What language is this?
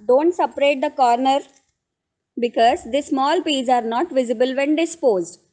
English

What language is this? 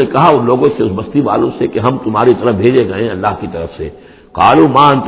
Urdu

